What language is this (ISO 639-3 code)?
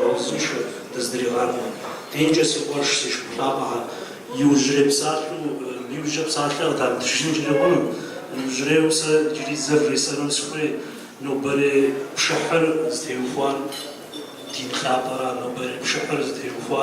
kbd